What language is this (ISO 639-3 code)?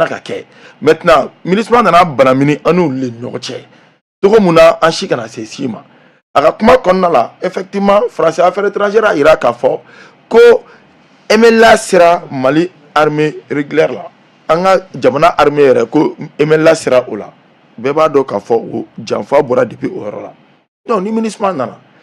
bam